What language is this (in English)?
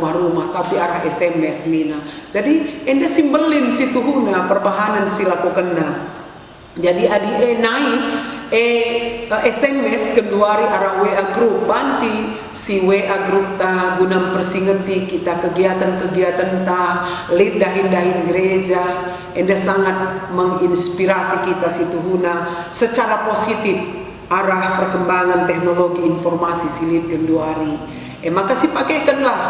Batak Karo